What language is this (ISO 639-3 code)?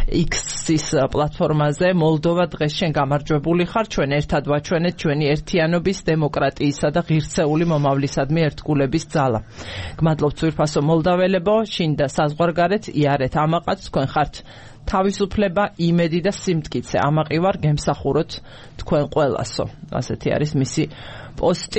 kat